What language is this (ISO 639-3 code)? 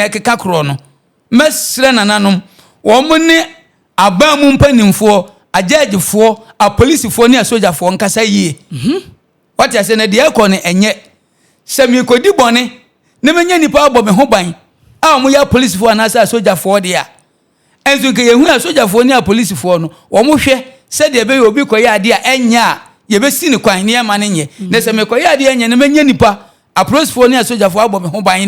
aka